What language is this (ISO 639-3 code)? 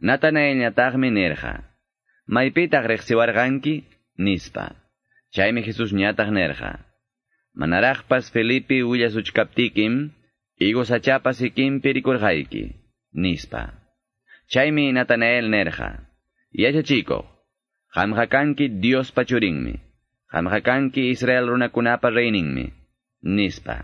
que